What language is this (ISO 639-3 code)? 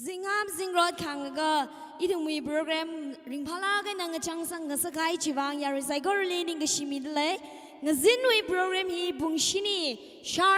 nmf